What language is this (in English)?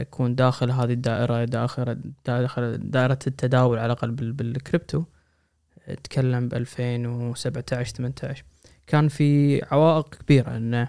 Gulf Arabic